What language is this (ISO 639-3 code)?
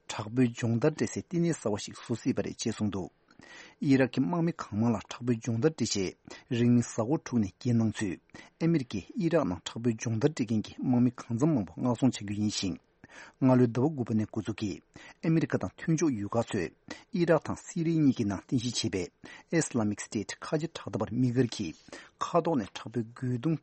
bod